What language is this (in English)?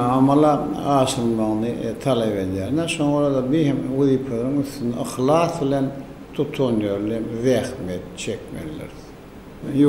Turkmen